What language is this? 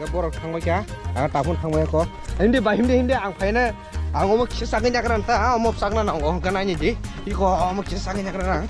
Kok Borok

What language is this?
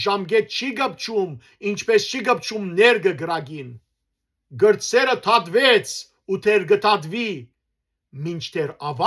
Western Armenian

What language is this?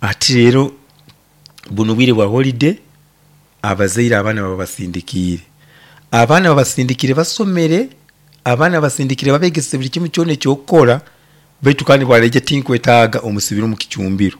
Nyoro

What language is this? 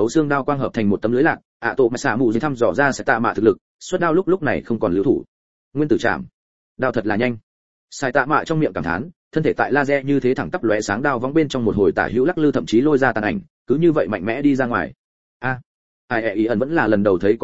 Vietnamese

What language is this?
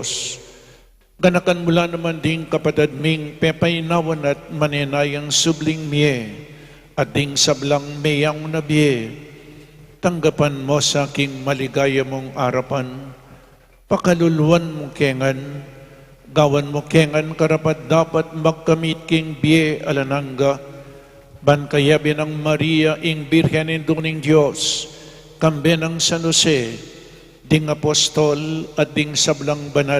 Pampanga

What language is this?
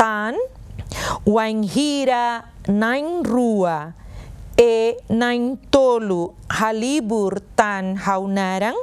Tetum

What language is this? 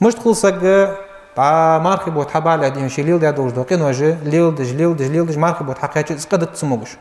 Ingush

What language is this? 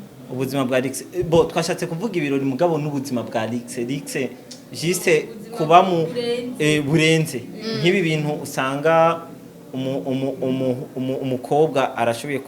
Rundi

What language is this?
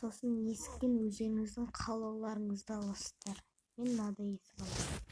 Kazakh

